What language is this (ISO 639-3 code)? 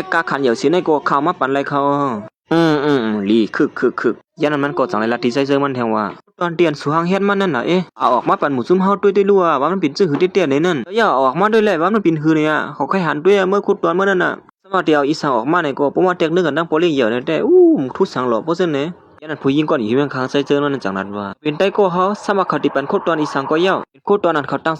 shn